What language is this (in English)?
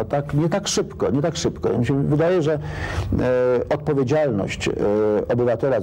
Polish